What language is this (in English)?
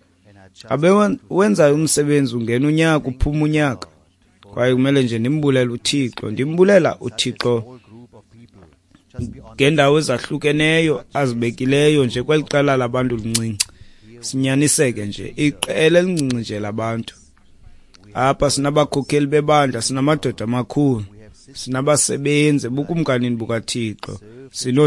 Xhosa